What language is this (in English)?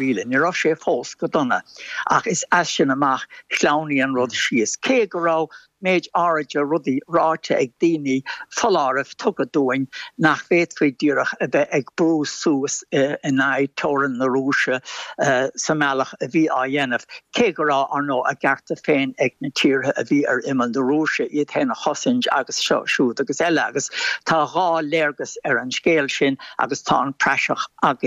Irish